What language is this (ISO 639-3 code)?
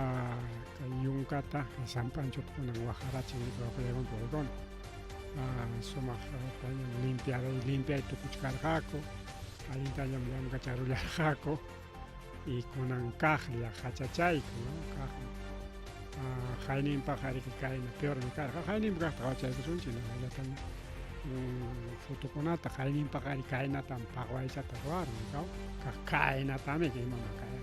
quy